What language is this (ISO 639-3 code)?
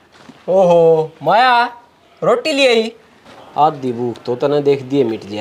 bgc